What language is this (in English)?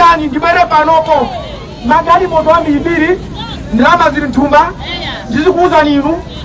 Nyanja